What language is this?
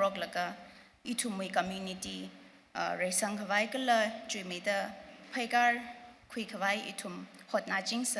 Tangkhul Naga (India)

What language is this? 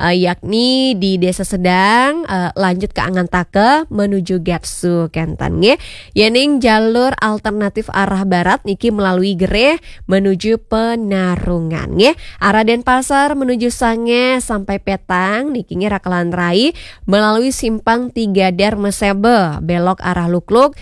Balinese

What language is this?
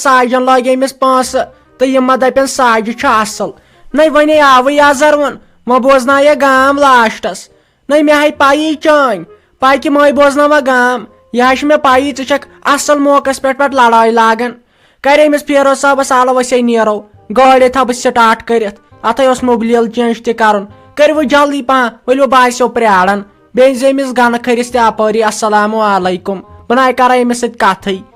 Kashmiri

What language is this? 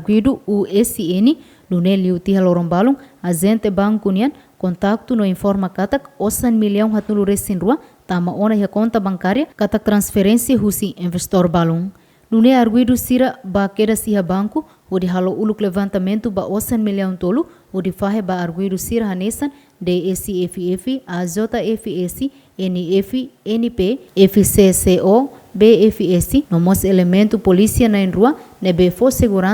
Tetum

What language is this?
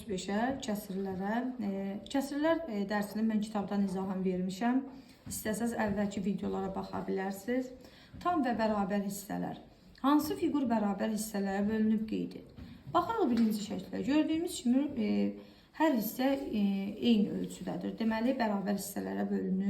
Azerbaijani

